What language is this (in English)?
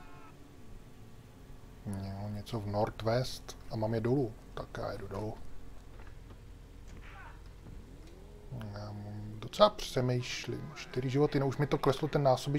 Czech